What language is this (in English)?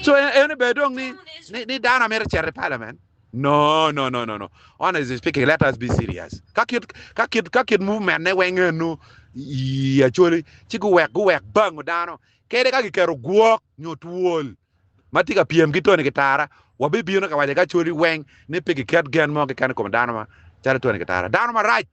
Acoli